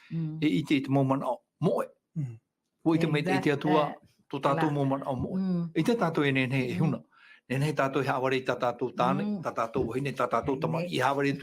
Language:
Tahitian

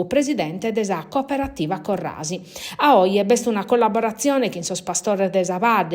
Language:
Sardinian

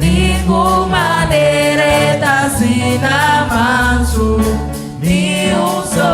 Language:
Papiamento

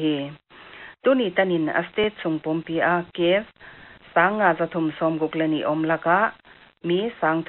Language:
Paite Chin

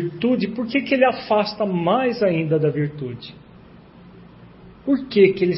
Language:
Portuguese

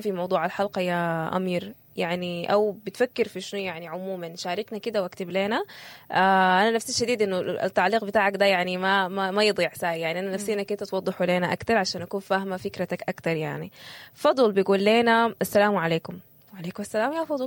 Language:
Sudanese Arabic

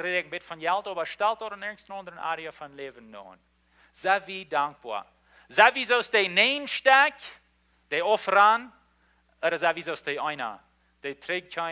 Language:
Plautdietsch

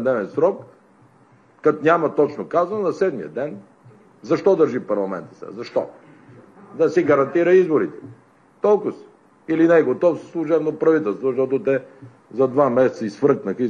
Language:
Bulgarian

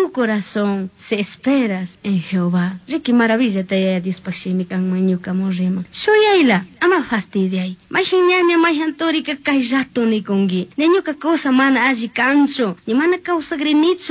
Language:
Chimborazo Highland Quichua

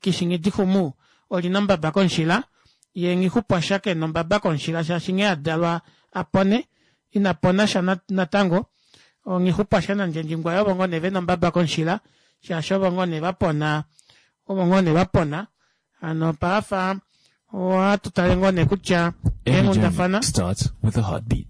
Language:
Kuanyama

